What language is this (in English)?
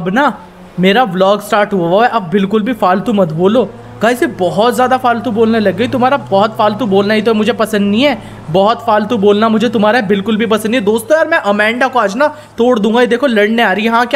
Hindi